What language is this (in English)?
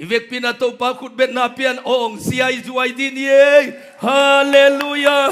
Tedim Chin